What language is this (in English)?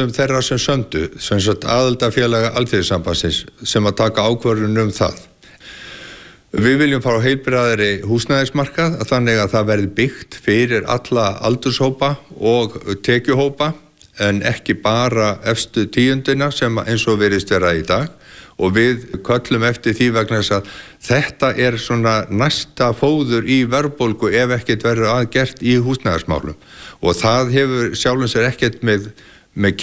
Icelandic